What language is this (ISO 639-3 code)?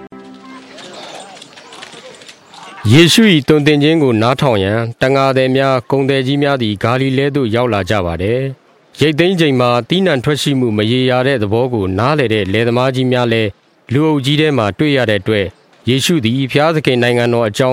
mya